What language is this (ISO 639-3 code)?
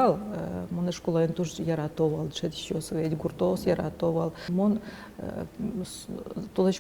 udm